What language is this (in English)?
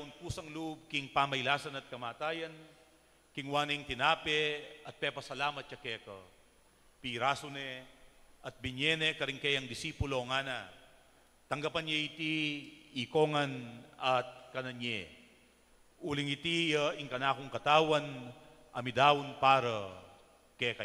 Pampanga